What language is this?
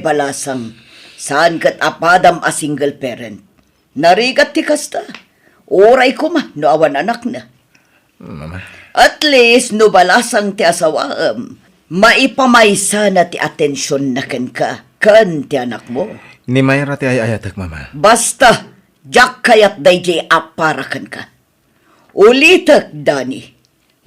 Iloko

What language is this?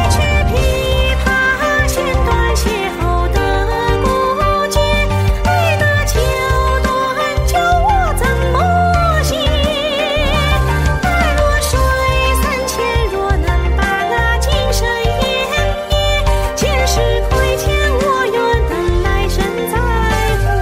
Chinese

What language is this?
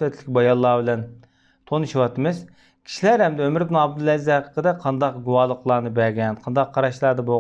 Uyghur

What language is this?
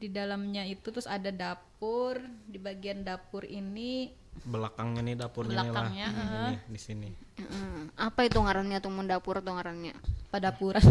Banjar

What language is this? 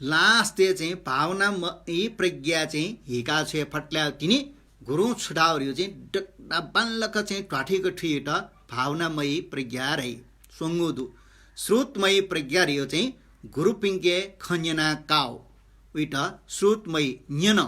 Newari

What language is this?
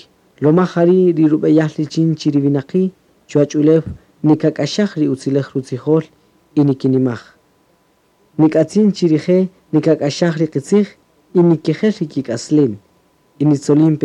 Kaqchikel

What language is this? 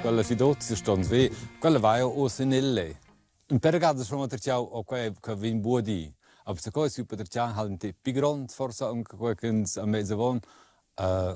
Romansh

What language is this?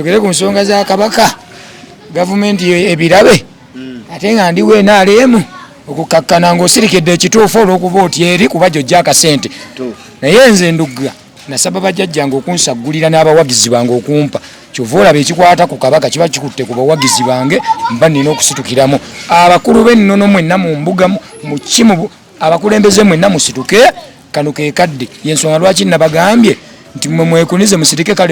Ganda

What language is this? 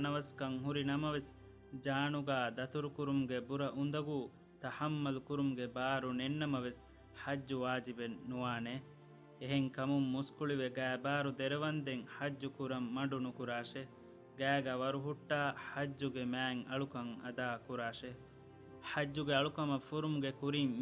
Divehi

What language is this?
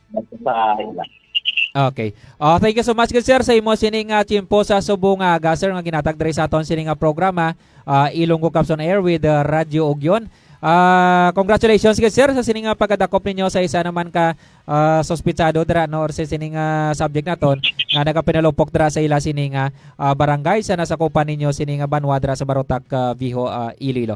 Hiligaynon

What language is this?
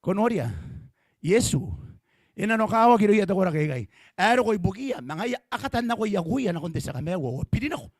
Gilbertese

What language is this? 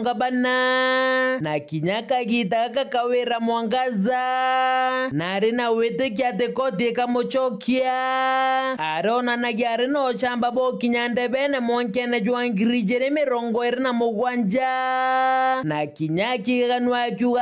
Meru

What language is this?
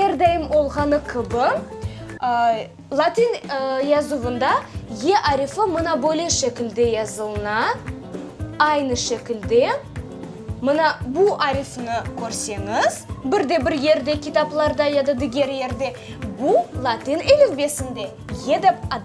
Crimean Tatar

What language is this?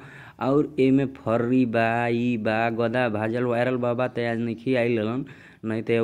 Bhojpuri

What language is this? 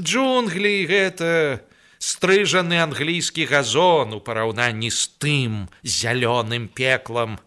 Belarusian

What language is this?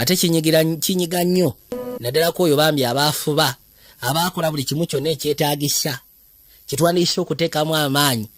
Ganda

